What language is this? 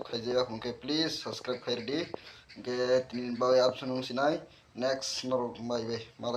Kok Borok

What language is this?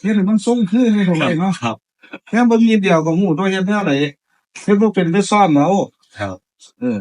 Northeastern Thai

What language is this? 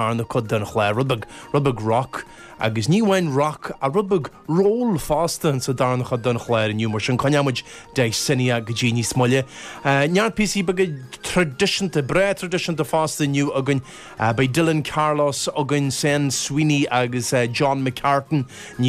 Irish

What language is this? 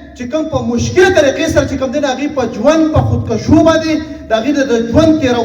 Pashto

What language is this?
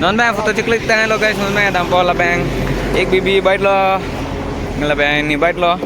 Karbi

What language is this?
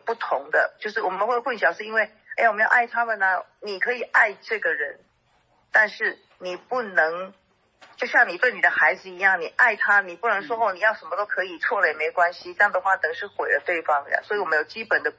Chinese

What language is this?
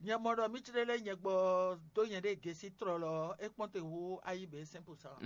Fon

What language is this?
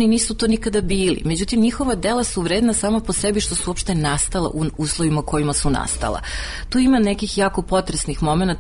Serbian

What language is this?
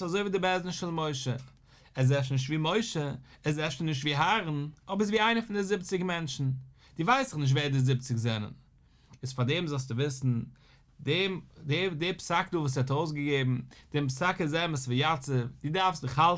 Yiddish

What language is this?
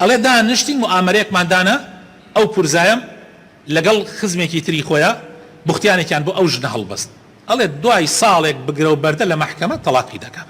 Central Kurdish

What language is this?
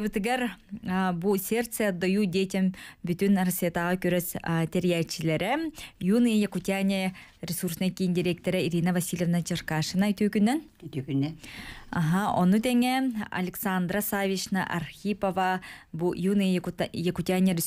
Yakut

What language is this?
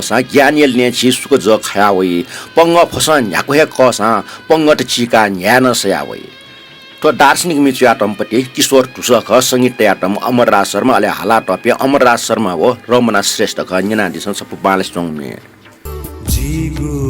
Newari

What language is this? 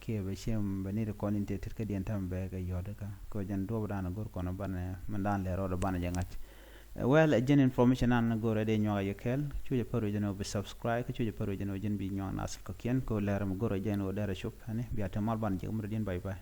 Nuer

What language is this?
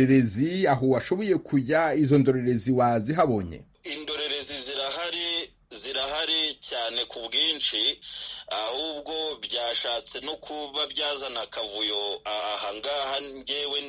Kinyarwanda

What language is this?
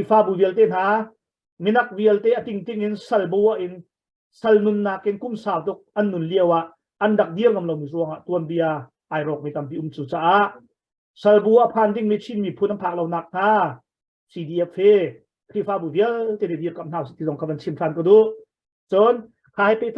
Hakha Chin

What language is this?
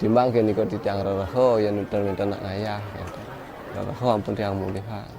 Balinese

